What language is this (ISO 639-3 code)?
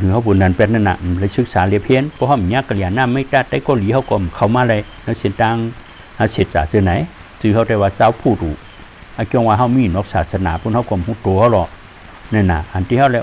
shn